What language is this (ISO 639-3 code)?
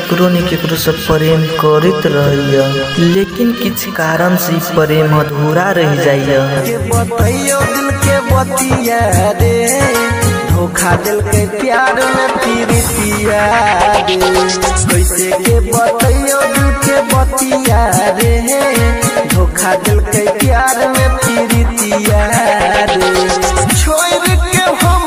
mai